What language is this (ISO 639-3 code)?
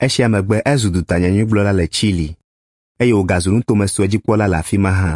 ewe